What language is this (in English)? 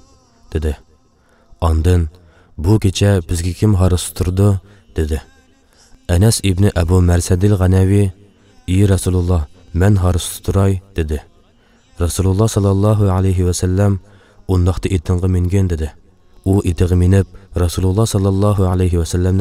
Uyghur